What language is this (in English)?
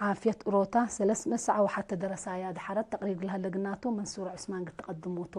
Tigre